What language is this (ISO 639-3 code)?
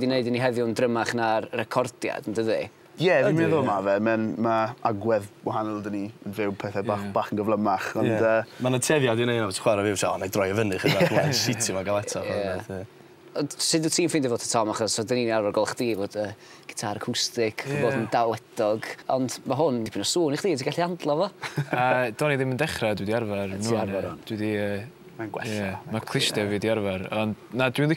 cym